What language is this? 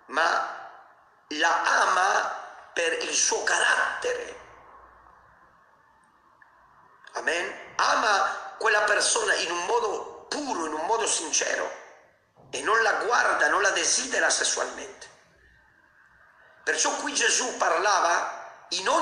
Italian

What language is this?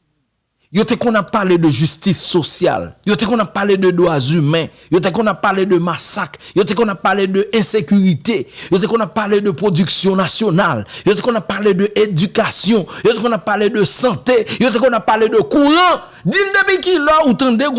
Haitian Creole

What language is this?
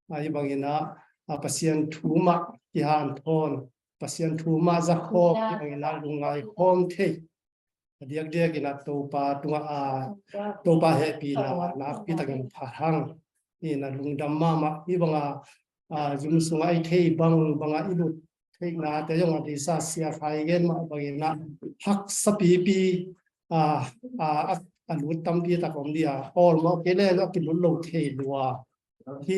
Tedim Chin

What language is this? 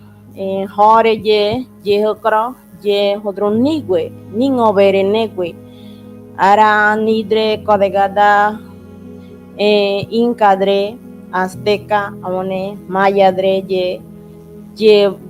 Ngäbere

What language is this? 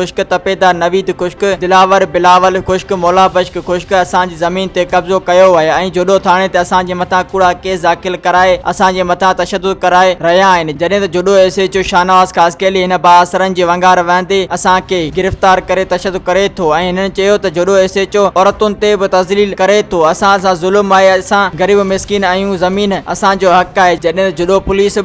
Sindhi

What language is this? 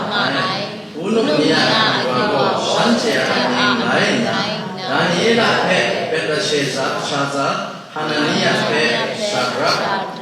Kachin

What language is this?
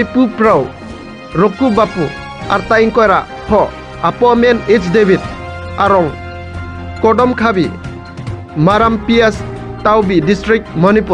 Karbi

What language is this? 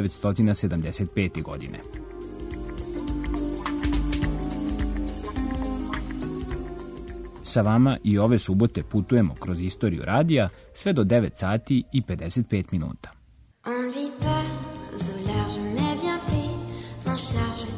Serbian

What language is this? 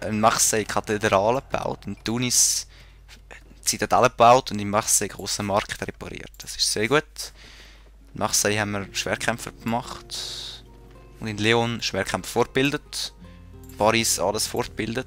Swiss German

